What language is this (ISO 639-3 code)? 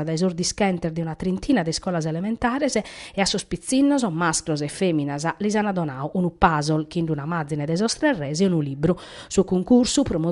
srd